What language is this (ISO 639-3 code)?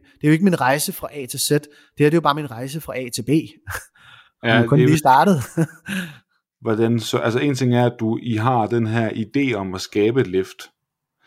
dan